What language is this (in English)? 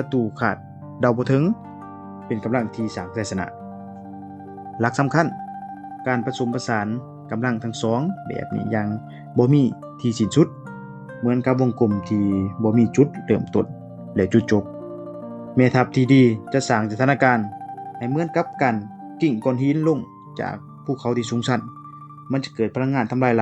Lao